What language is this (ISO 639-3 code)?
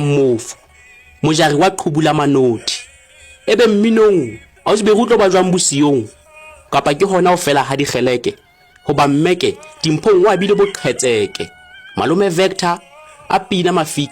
sot